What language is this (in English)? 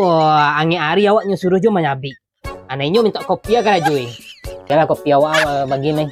Minangkabau